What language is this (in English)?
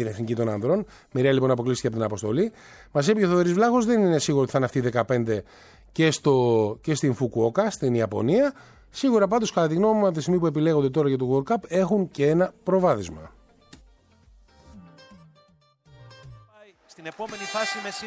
Greek